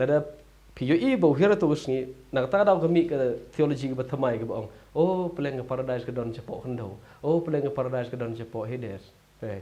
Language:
Khasi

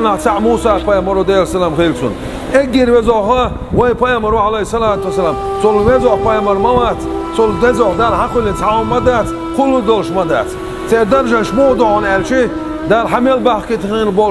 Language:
Chechen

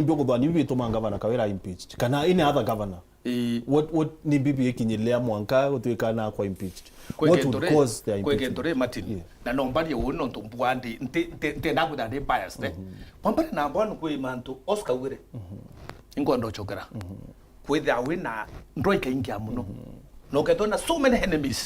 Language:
Meru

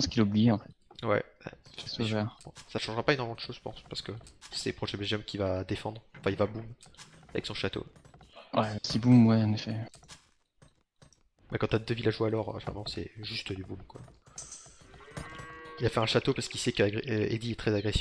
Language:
French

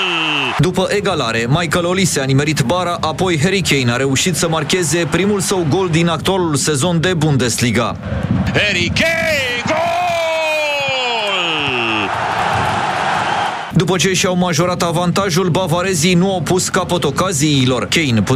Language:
Romanian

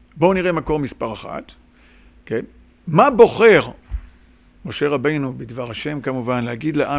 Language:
Hebrew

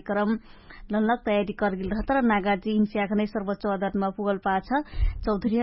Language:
Dangaura Tharu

